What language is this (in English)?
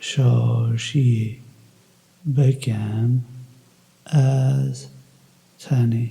Kurdish